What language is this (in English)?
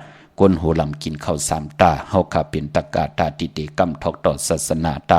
Shan